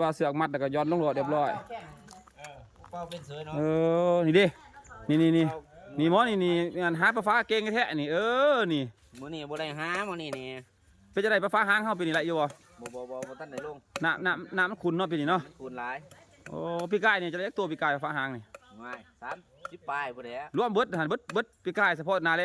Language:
Lao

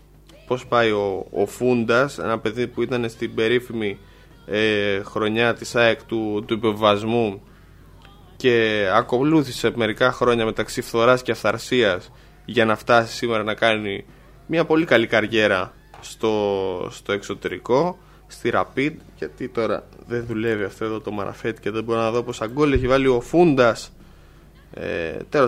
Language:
Greek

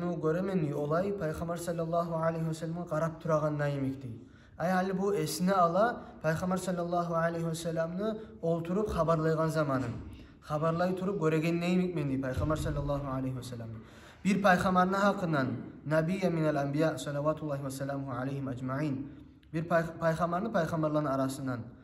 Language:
Kumyk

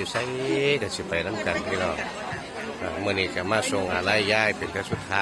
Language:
Northeastern Thai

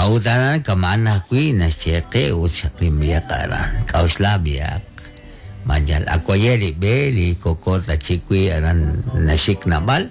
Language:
Kekchí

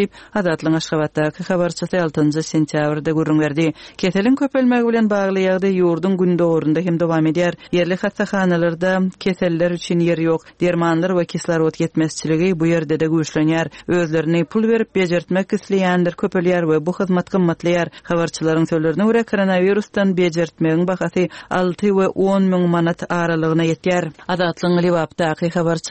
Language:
Turkmen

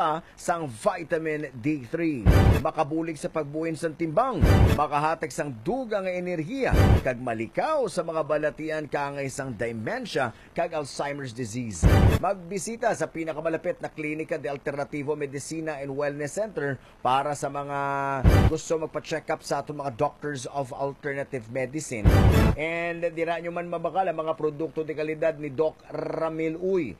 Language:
Hiligaynon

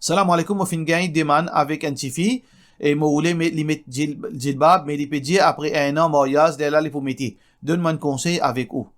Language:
Morisyen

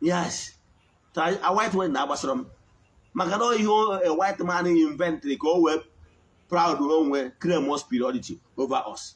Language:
Igbo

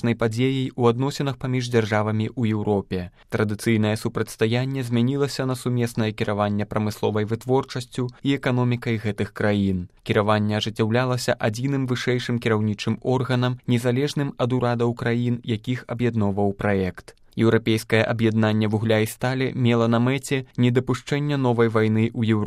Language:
Belarusian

